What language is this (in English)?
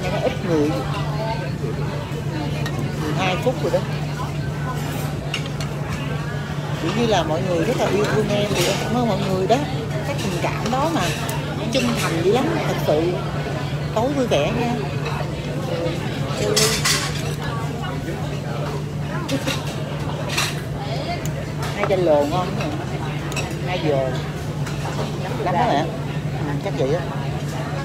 Vietnamese